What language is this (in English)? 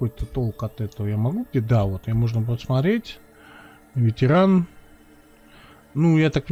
Russian